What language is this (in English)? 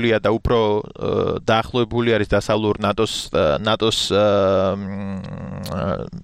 Georgian